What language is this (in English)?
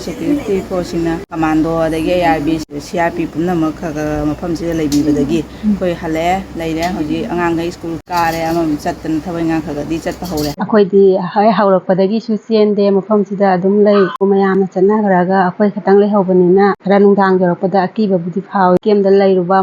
Manipuri